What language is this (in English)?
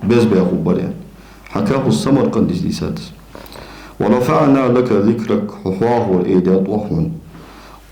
Ingush